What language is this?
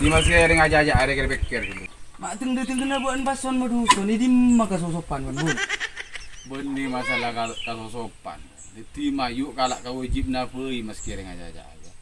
Madurese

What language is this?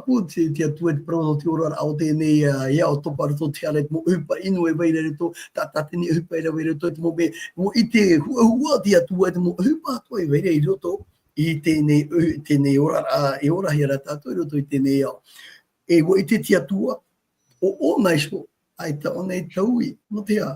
Tahitian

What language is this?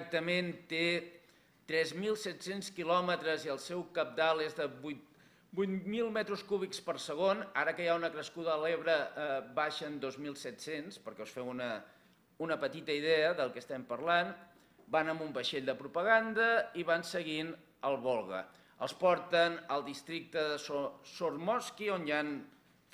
Catalan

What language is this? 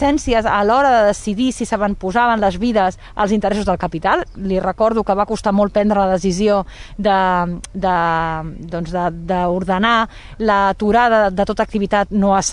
Catalan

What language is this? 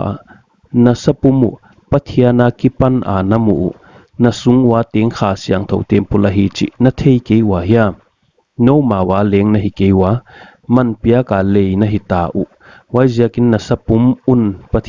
Paite Chin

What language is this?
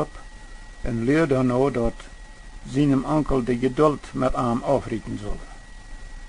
Plautdietsch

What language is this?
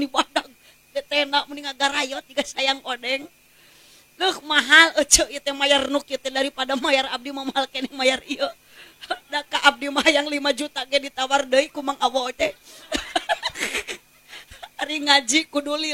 Sundanese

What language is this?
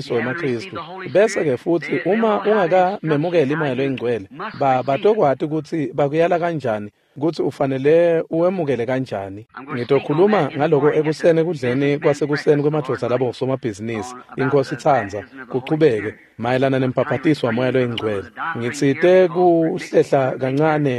Swati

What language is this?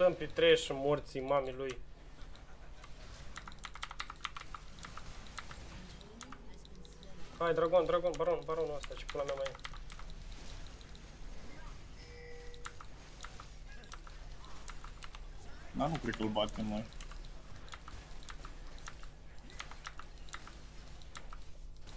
Romanian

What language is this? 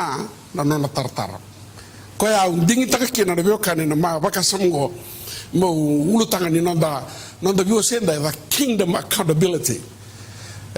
Fijian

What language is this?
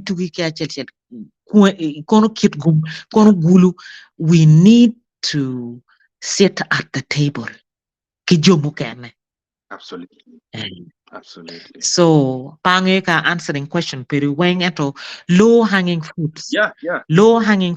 Acoli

